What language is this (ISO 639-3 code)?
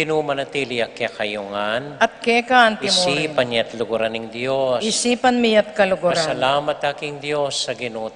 pam